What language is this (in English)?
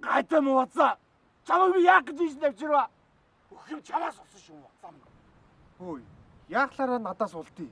Mongolian